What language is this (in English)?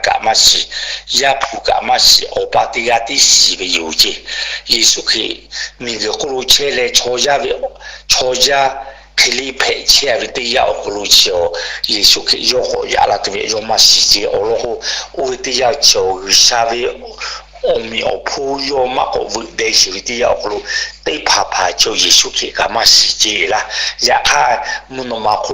Lahu